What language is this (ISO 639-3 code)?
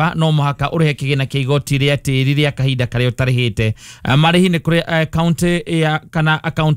kik